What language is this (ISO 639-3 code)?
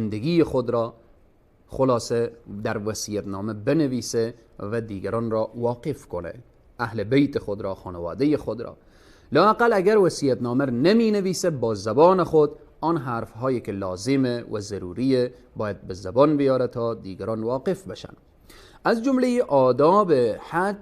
fas